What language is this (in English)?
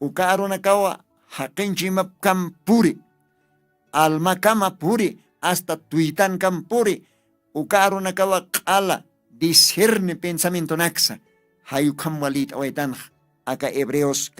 Aymara